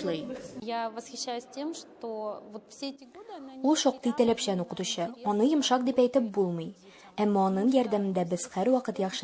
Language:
Tatar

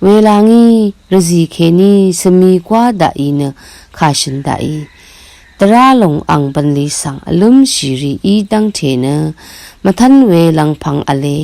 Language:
Rawang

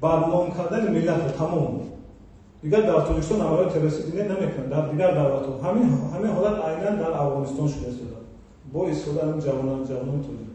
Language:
Tajik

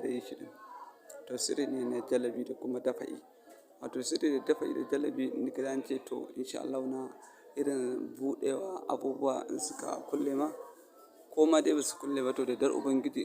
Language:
Hausa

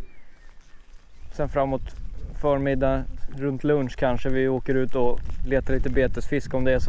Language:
Swedish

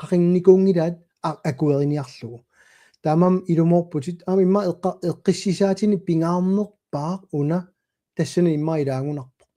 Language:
Kalaallisut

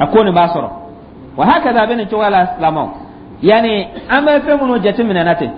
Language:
Dyula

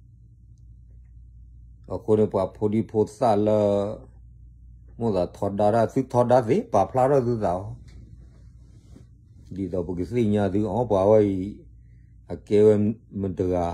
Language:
S'gaw Karen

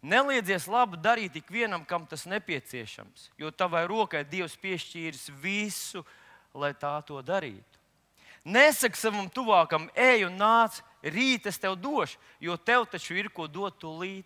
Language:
Latvian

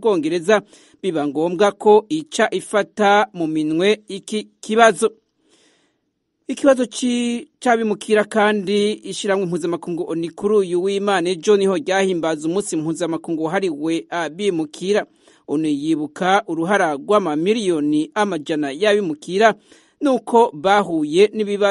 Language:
Kinyarwanda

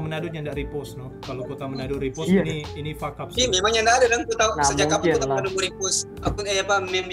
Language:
Manado Malay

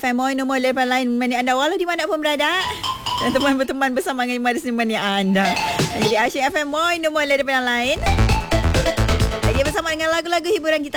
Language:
Malay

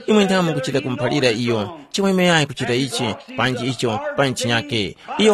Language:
Tumbuka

